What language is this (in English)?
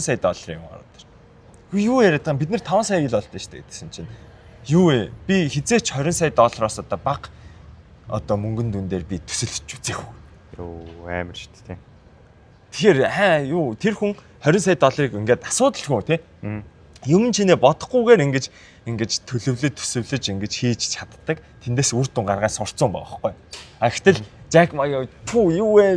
Mongolian